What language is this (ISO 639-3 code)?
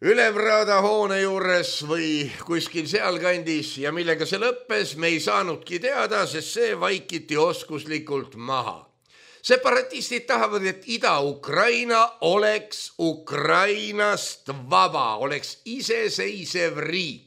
est